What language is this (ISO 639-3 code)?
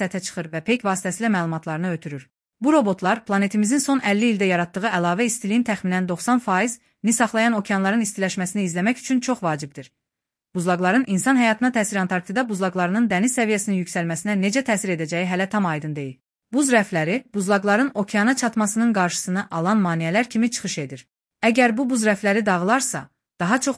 aze